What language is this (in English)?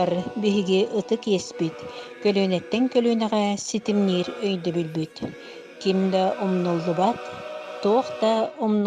Yakut